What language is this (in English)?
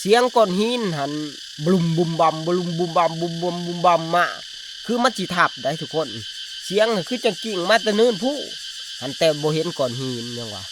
Northeastern Thai